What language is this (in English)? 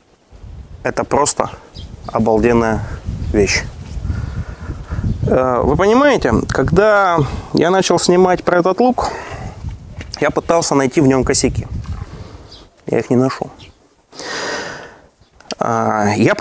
Russian